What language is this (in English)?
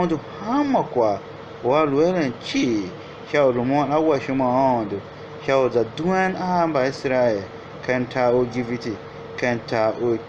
Tiv